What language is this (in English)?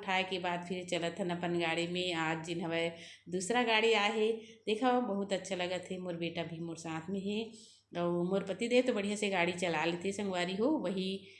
Chhattisgarhi